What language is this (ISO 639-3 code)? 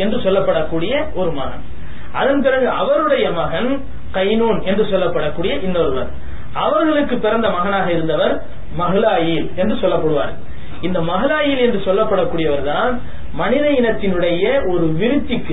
tam